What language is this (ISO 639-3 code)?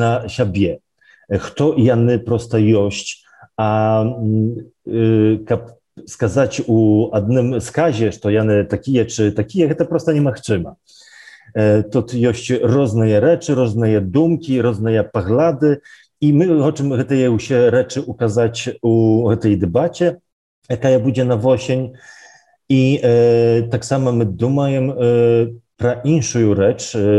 bel